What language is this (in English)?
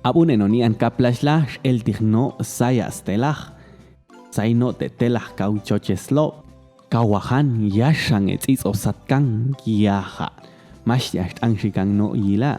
Popti'